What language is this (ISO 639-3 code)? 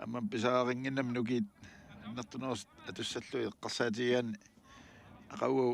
kal